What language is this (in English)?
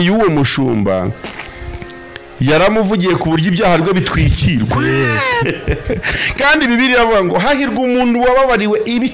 Kinyarwanda